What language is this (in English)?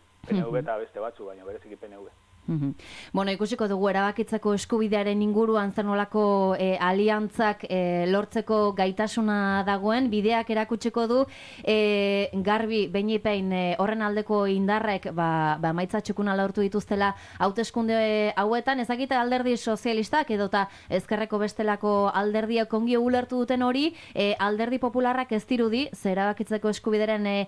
Basque